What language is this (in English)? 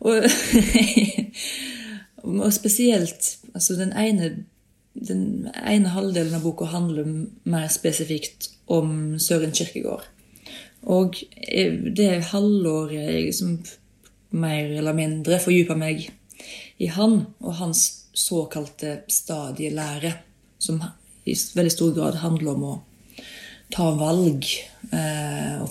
Norwegian